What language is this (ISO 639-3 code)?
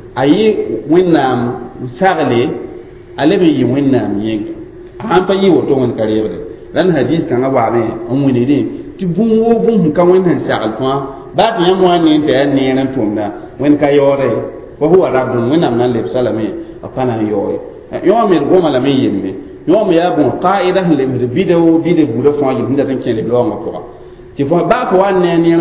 mos